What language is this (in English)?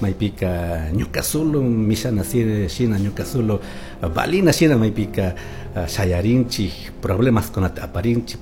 Chimborazo Highland Quichua